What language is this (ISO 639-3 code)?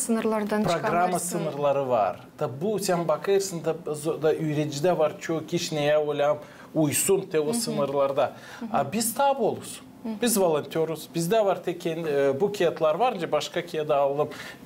gag